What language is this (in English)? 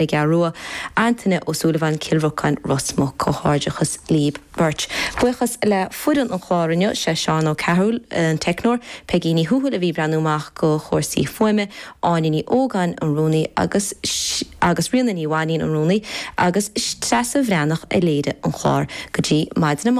Irish